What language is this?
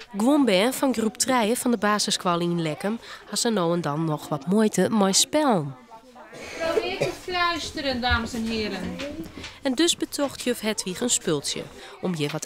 Western Frisian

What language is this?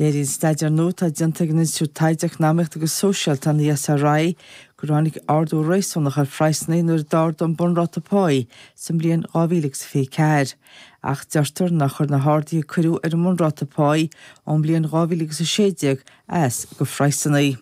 Irish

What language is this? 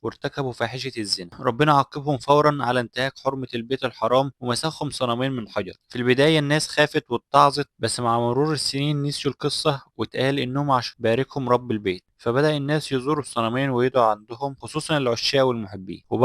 Egyptian Arabic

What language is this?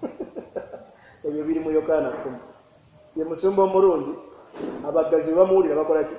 Ganda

